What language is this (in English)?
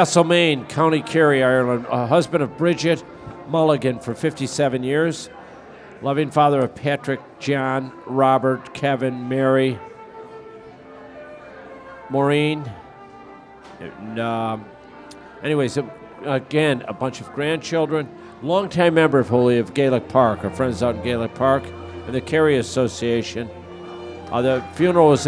English